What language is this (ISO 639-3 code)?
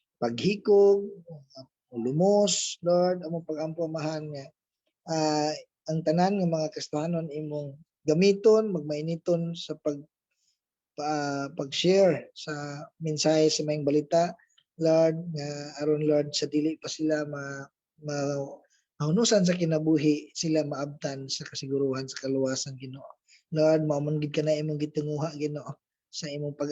ceb